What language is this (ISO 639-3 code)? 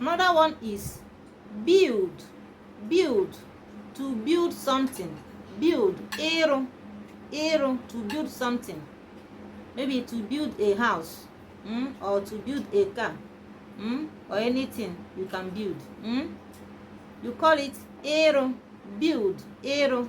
ibo